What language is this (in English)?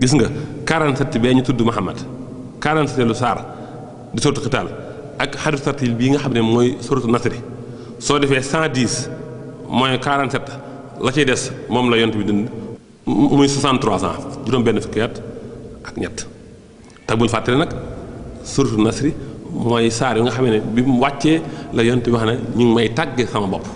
Wolof